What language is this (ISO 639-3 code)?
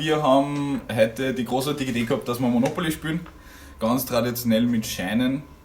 bar